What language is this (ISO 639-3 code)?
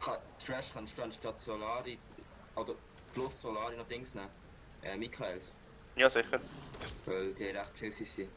gsw